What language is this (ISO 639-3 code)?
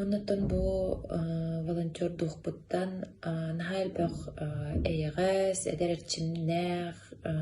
sah